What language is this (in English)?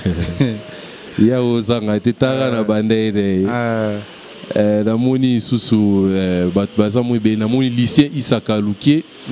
Lingala